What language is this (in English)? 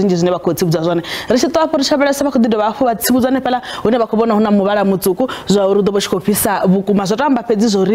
Venda